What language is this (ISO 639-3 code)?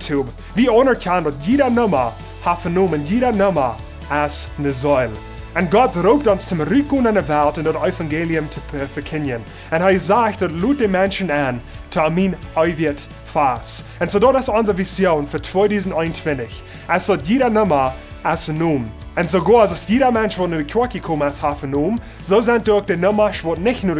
pdt